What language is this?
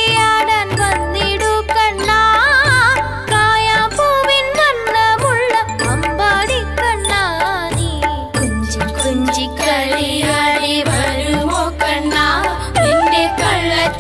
Malayalam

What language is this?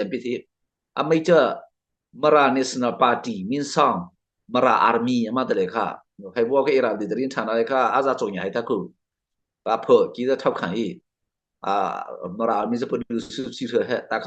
Mara Chin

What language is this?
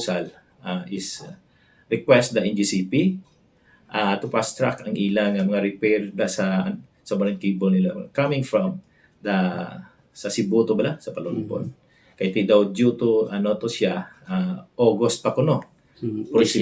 Hiligaynon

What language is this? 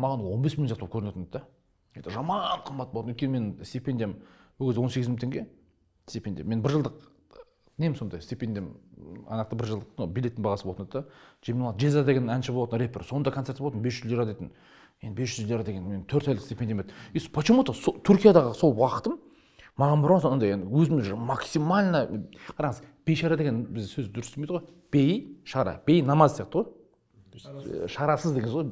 Kazakh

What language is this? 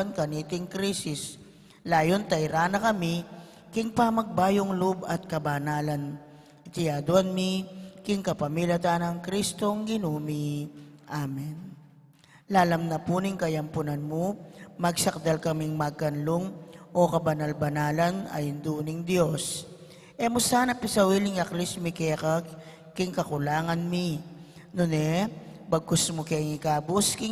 Pampanga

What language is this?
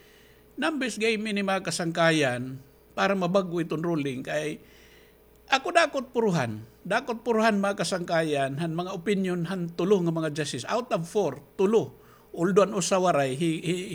Waray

